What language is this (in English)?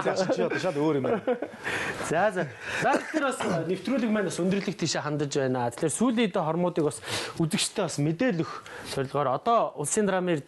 Mongolian